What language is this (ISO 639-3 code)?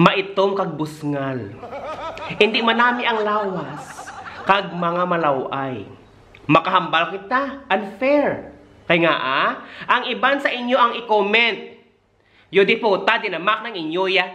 hil